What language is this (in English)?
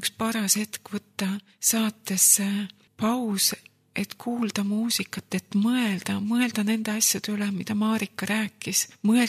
Estonian